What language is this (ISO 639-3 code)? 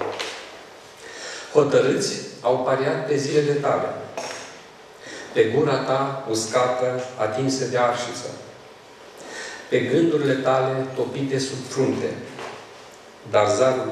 ron